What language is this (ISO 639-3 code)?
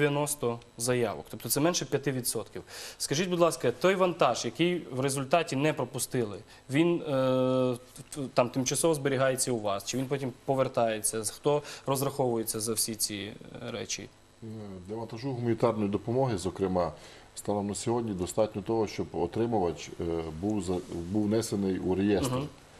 ukr